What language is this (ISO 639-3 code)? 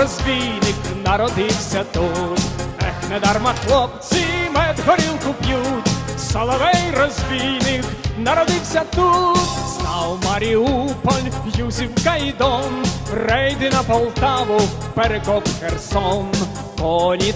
ukr